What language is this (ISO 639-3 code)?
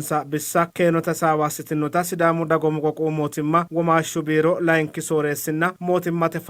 sid